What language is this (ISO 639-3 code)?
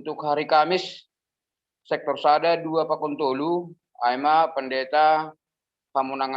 bts